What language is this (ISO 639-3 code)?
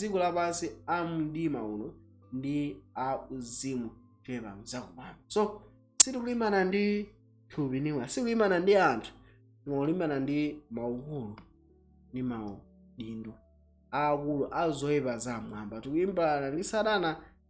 nya